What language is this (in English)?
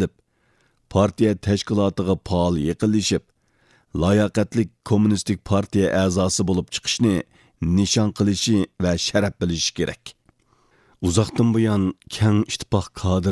Uyghur